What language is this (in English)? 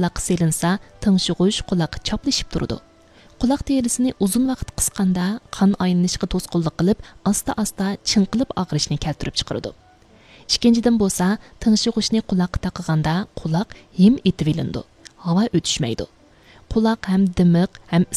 Uyghur